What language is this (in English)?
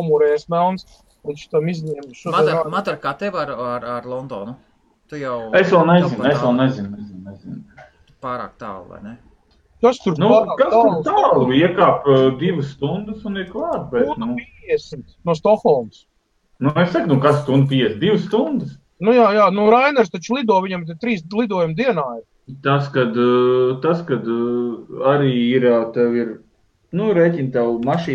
Latvian